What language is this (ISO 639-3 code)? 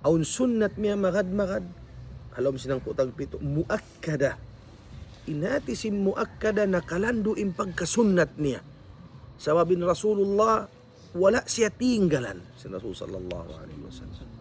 tsg